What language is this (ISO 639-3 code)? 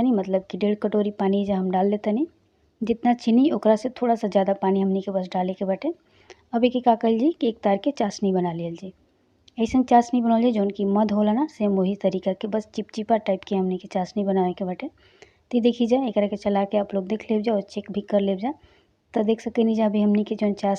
bho